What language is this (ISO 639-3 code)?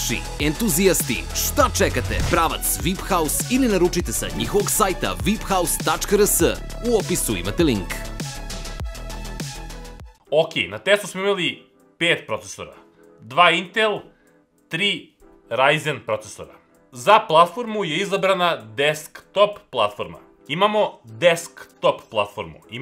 srp